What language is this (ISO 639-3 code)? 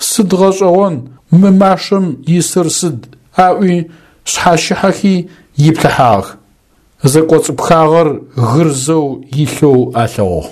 ady